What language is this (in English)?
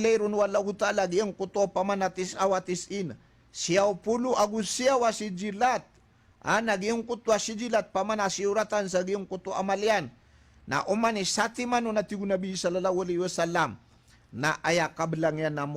Maranao